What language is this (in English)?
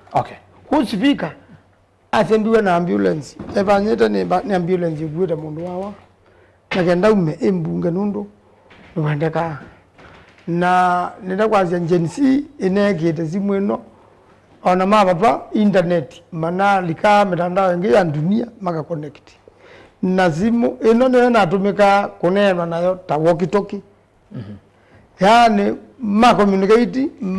Kamba